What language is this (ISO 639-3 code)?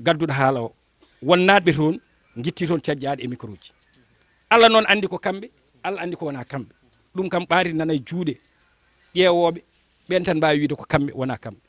ful